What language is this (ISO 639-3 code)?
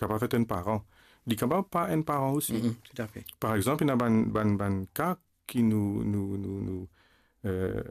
mfe